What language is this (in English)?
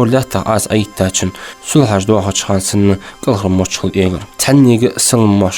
Ingush